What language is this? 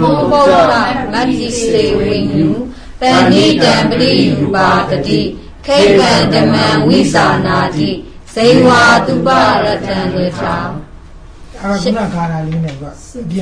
Burmese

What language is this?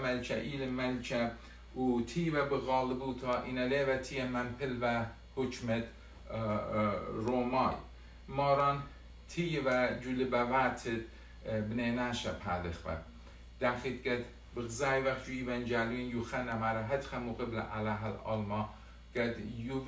Assyrian Neo-Aramaic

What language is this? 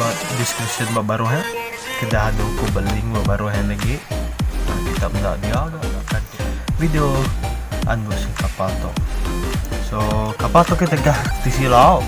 Iban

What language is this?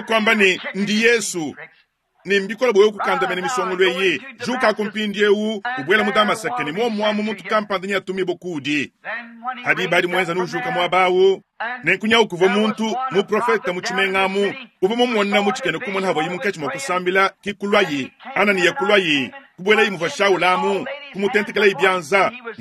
Luba-Lulua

